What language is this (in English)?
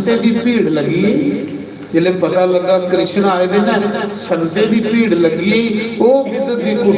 Dogri